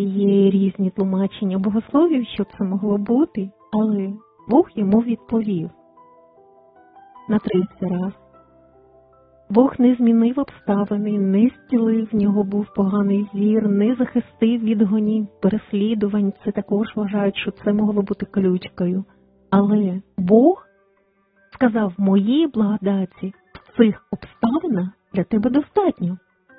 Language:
Ukrainian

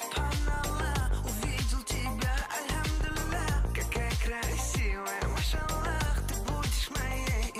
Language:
Bashkir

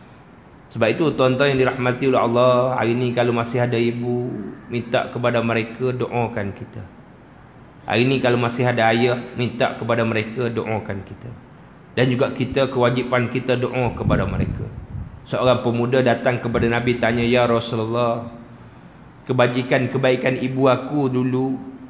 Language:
Malay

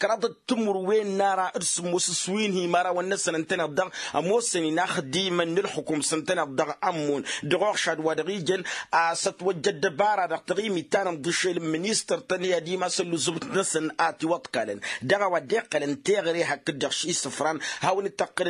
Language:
Tamasheq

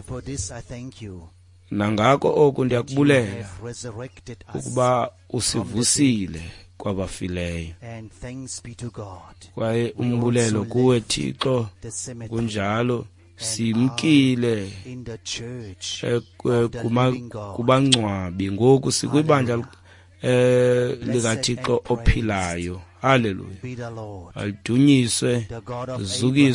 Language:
Xhosa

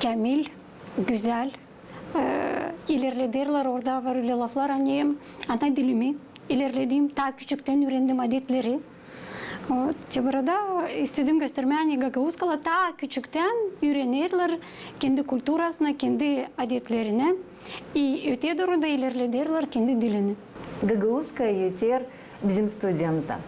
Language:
Gagauz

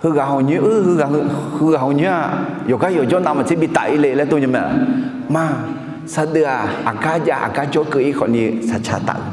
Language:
Akha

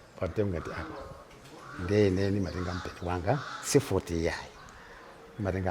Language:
Nyanja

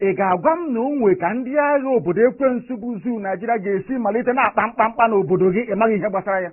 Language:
Igbo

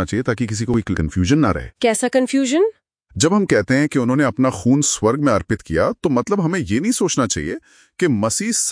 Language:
Hindi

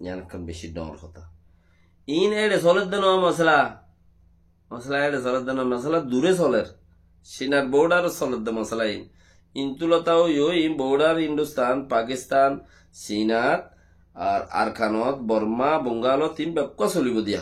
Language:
Rohingya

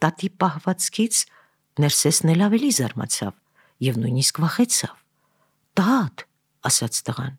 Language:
Armenian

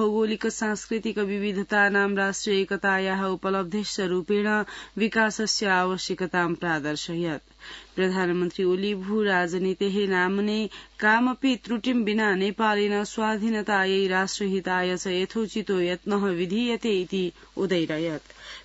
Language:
Sanskrit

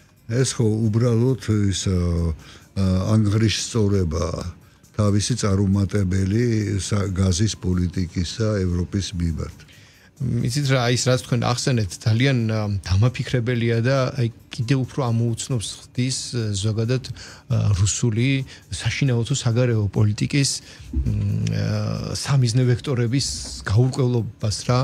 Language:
Georgian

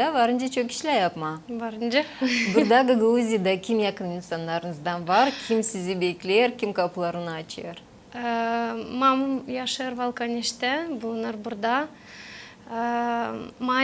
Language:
Gagauz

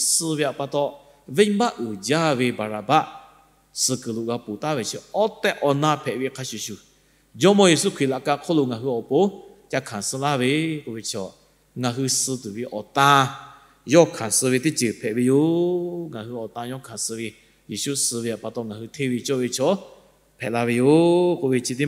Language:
Lahu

